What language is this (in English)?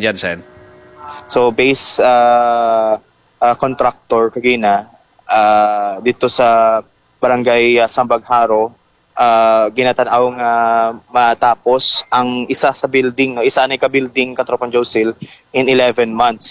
Hiligaynon